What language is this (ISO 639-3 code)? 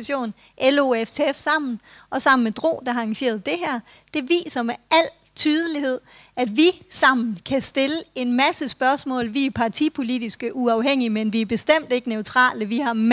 dan